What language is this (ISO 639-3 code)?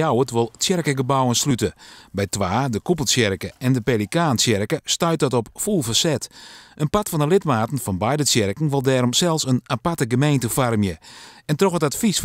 fry